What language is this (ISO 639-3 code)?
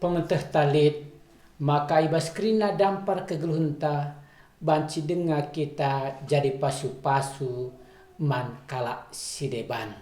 btx